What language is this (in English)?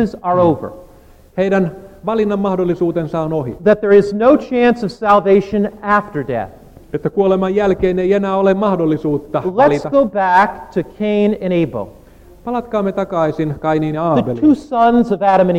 Finnish